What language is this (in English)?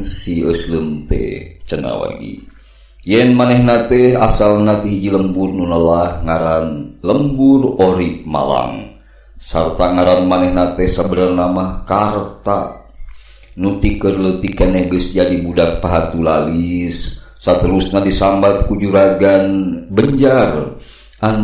Sundanese